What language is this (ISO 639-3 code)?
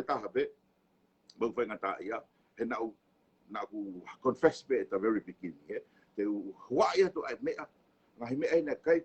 ton